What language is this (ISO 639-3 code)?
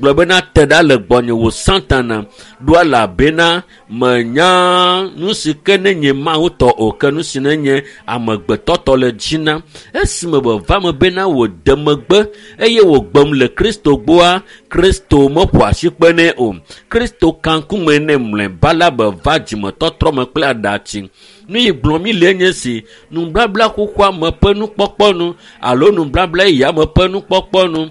ewe